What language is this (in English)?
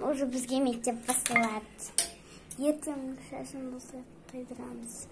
Kazakh